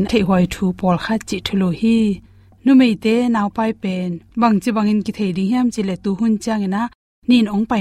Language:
Tedim Chin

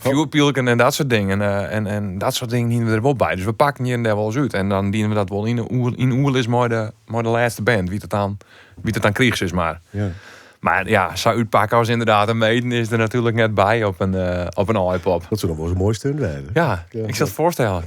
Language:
Western Frisian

